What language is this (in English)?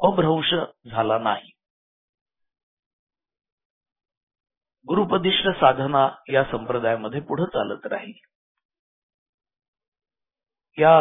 Marathi